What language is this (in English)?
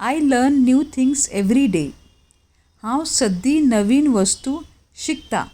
Konkani